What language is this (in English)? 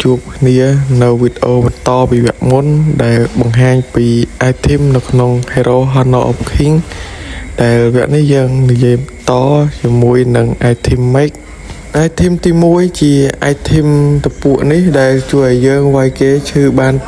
Khmer